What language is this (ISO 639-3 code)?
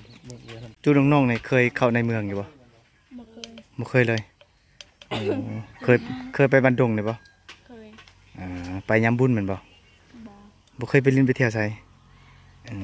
lao